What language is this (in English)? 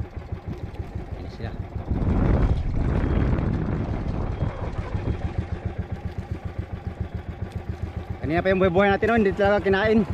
Filipino